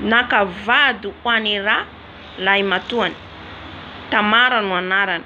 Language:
Malagasy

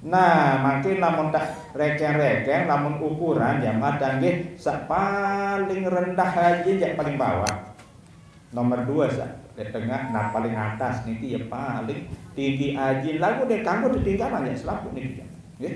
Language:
Sasak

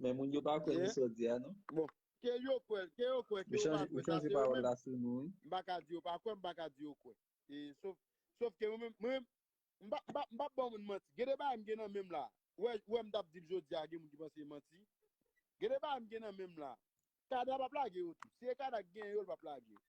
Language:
Haitian Creole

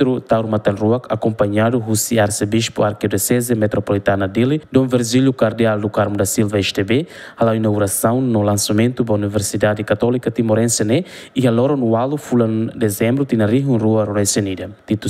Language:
Tetum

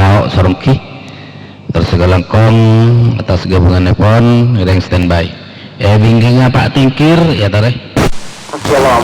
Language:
Madurese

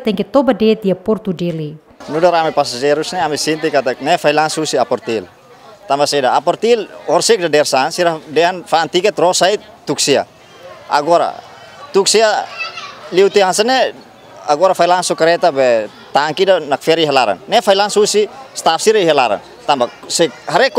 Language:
Tetum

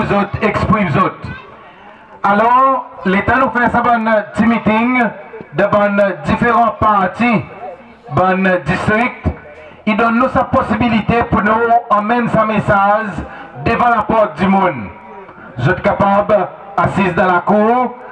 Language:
Seselwa Creole French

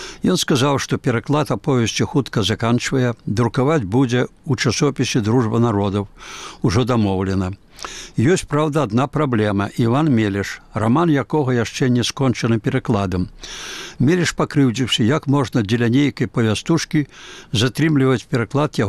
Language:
Belarusian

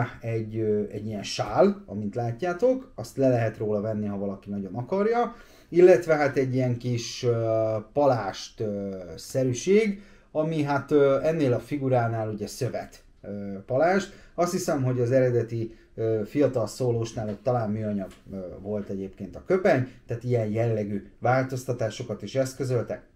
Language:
Hungarian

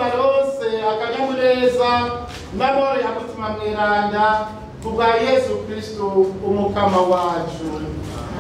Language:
Rundi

